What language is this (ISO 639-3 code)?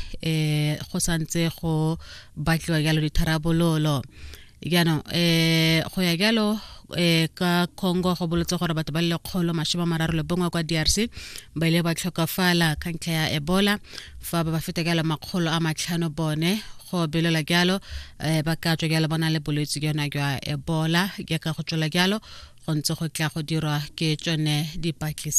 tsn